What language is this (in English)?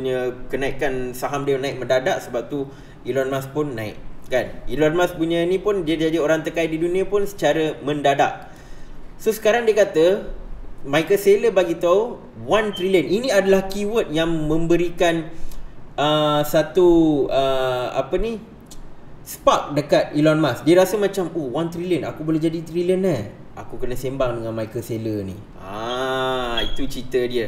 Malay